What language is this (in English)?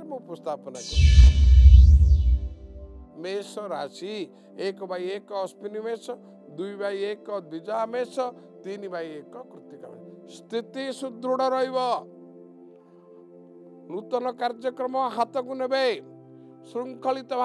Odia